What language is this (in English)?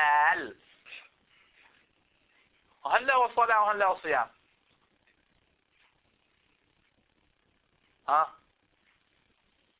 Danish